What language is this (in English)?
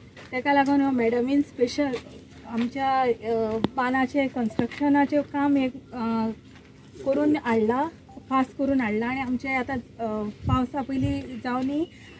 Konkani